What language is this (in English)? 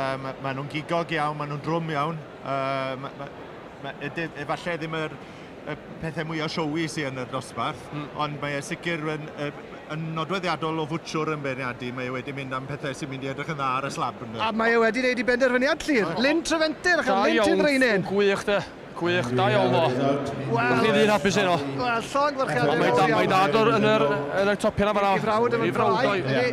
Welsh